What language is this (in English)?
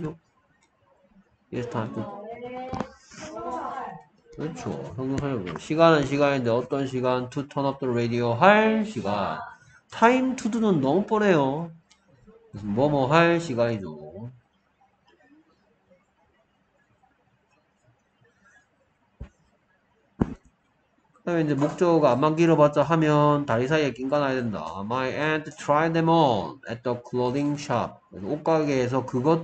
Korean